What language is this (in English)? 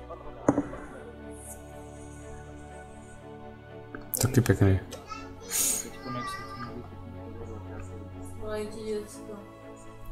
Czech